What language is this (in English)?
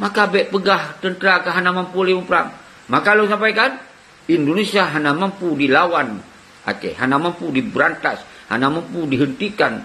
Achinese